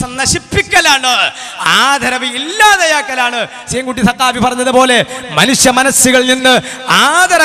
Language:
Malayalam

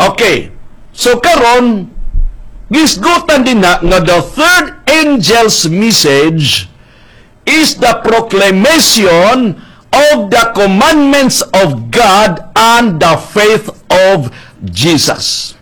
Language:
Cebuano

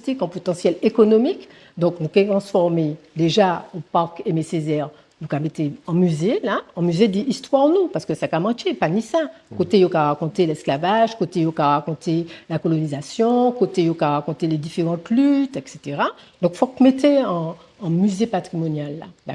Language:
Guadeloupean Creole French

